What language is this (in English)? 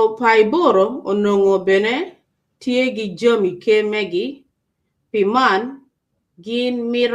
Acoli